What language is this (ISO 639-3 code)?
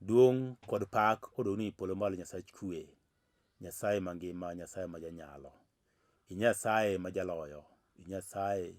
luo